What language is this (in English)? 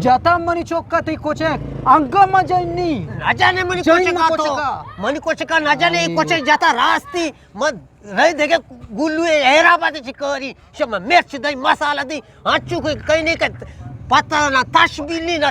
Eastern Balochi